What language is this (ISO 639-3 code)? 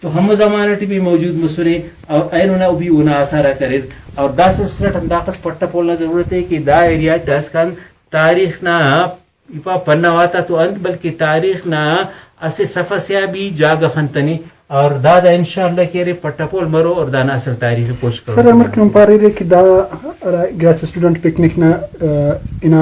brh